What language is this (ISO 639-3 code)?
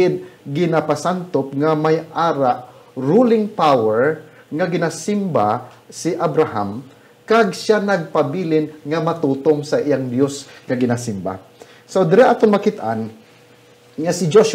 hil